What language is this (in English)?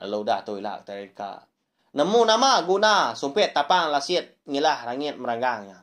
Iban